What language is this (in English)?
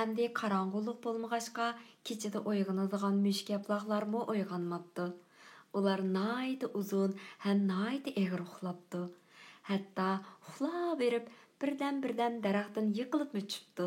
Uyghur